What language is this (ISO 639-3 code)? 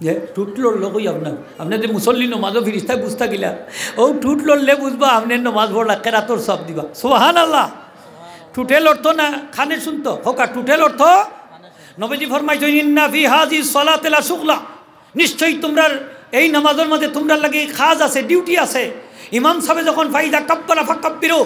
syl